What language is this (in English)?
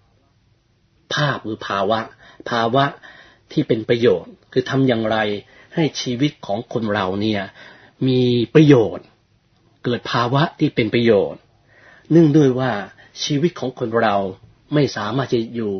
Thai